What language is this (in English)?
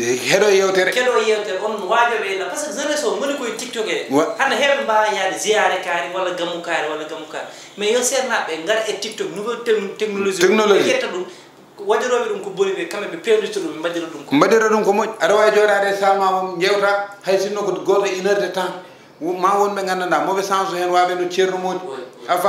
Fula